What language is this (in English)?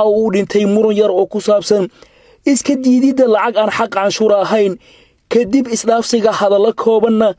Somali